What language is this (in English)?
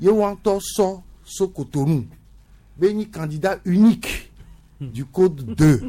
Gen